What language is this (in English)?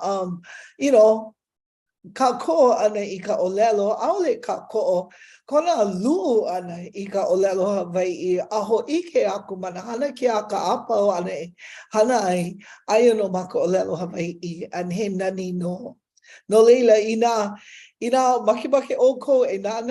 Hawaiian